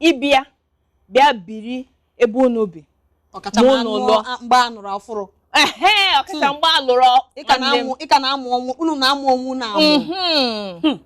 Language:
Igbo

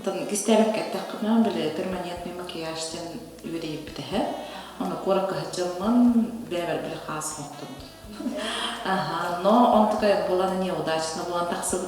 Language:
Yakut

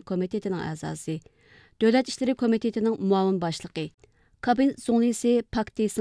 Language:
Uyghur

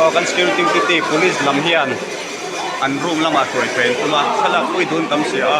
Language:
Mizo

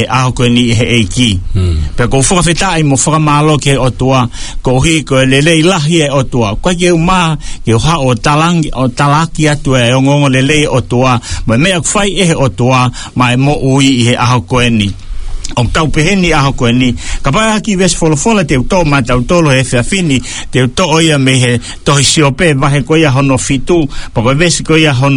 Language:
Tongan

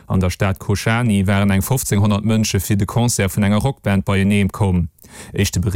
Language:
Luxembourgish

